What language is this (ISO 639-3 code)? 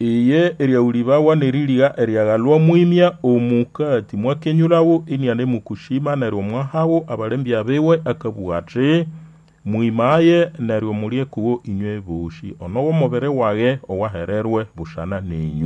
nnb